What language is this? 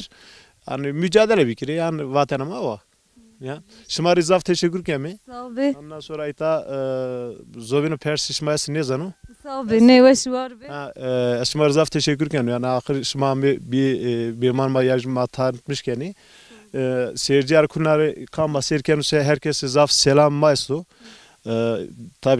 Zaza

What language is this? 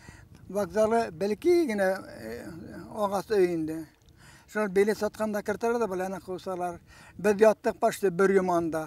Bashkir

